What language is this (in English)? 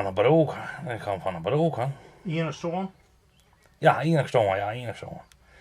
Western Frisian